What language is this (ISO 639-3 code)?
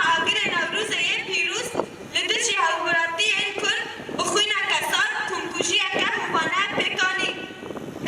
kur